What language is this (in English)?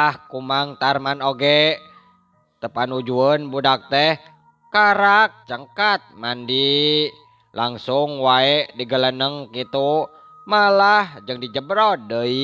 Sundanese